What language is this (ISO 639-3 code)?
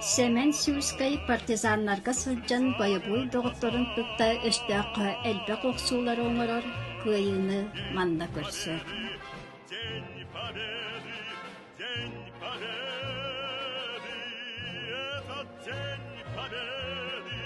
sah